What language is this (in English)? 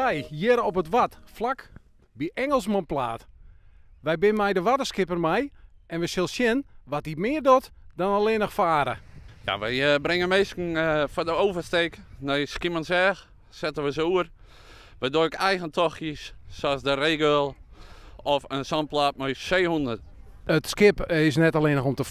Western Frisian